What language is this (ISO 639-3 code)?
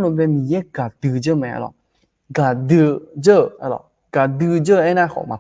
ahk